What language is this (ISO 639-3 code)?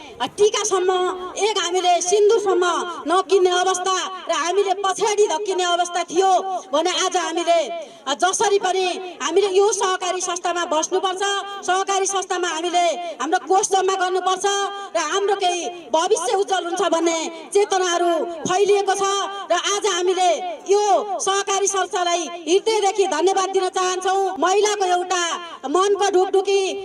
nep